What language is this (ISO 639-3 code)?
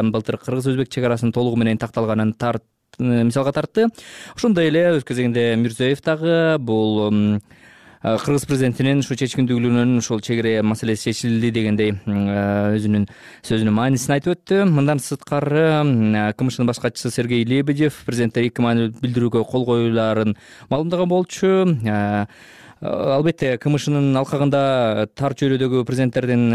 kir